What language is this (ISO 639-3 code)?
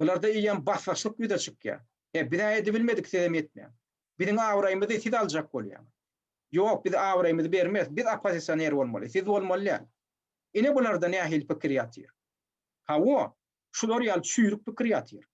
tuk